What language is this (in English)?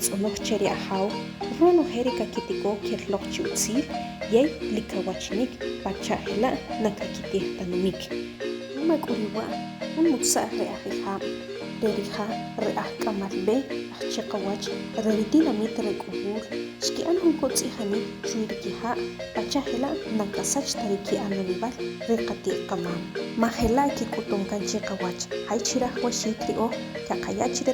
Achi